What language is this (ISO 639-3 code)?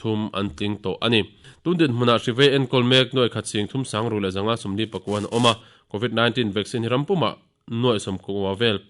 lus